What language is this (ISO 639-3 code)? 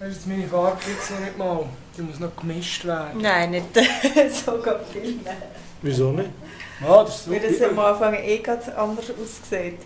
gsw